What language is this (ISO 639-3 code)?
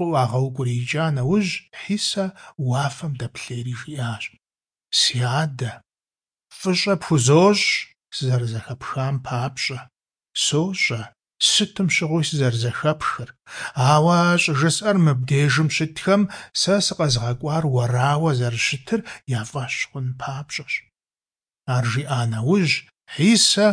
kbd